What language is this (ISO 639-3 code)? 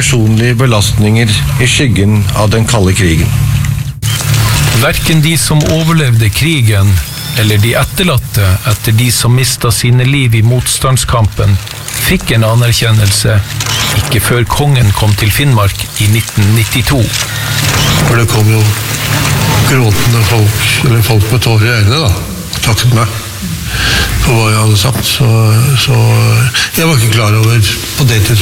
nor